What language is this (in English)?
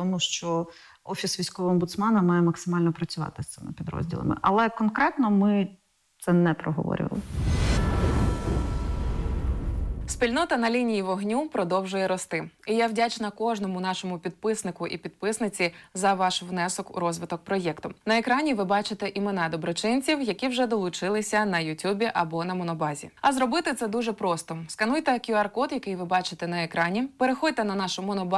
Ukrainian